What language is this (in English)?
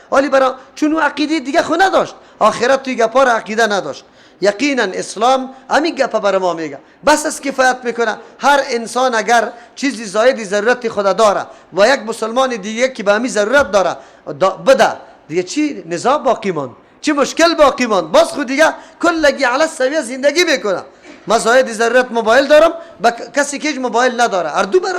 Persian